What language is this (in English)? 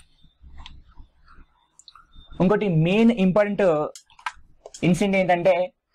Telugu